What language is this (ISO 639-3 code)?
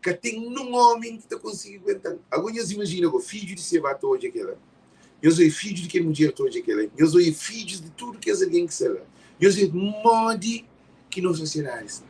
kea